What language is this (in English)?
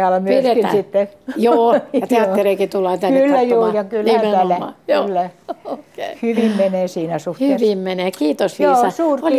Finnish